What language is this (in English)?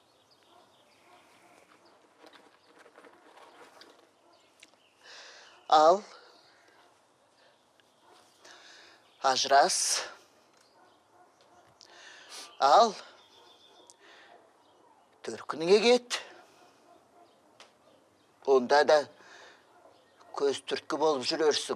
Kazakh